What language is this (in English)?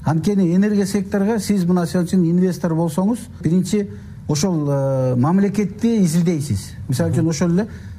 Kyrgyz